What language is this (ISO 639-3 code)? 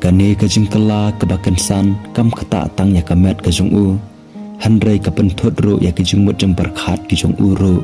kha